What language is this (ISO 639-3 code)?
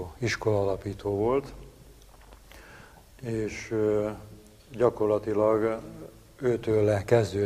hun